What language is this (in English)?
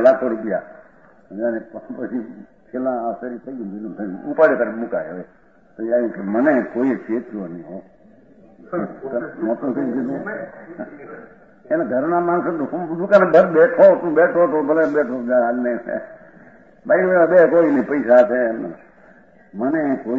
Gujarati